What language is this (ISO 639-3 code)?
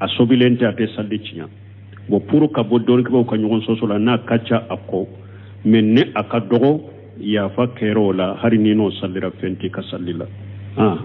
bam